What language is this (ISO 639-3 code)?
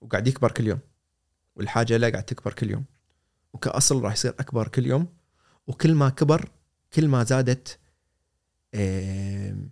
afb